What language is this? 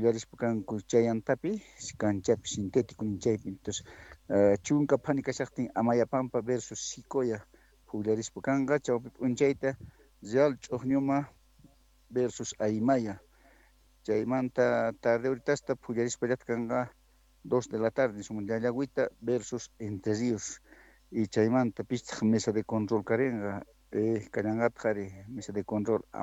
Quechua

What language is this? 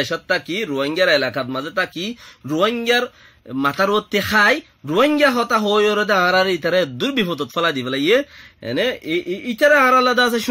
Rohingya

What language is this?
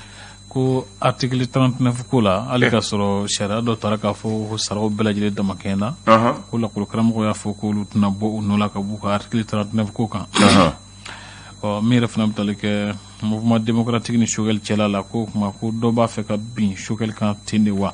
Bambara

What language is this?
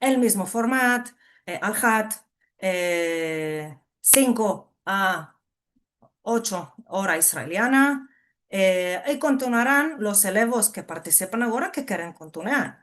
Ladino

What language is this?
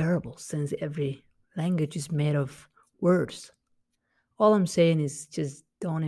English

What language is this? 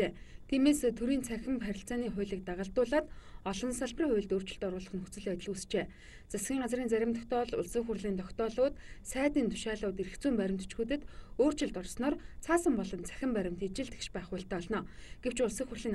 Mongolian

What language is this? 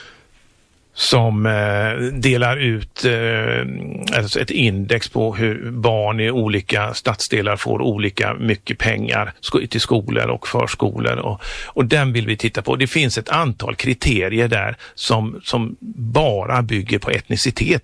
Swedish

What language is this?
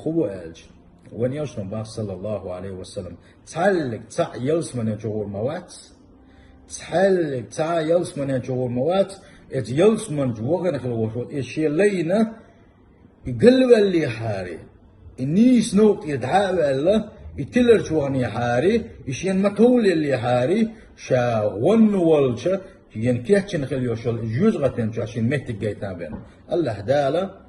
Chechen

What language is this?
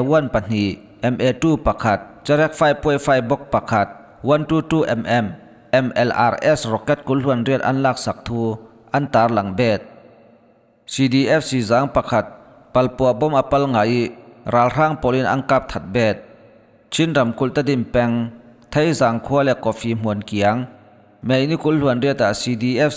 Falam Chin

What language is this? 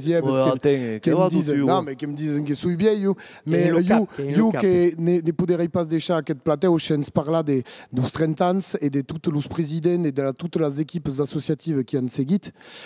Occitan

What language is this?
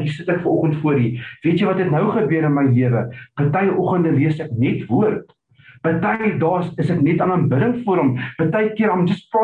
Afrikaans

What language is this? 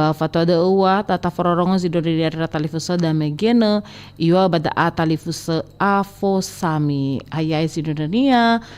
Nias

